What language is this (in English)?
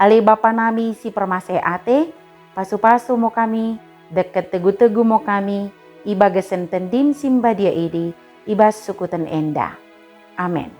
Batak Dairi